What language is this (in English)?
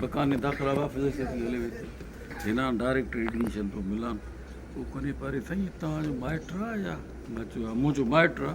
Brahui